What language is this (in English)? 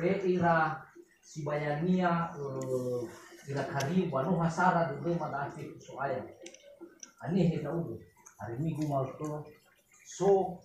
Nias